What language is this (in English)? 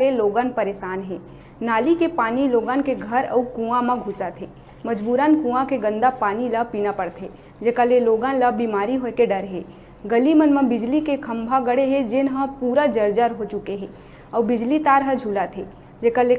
Chhattisgarhi